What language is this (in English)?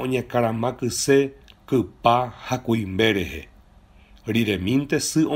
Guarani